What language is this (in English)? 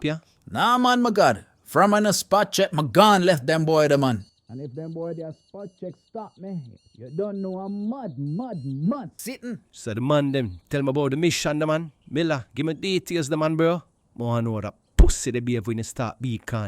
Jamaican Creole English